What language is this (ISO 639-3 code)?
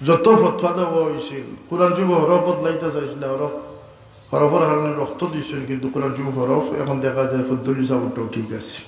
syl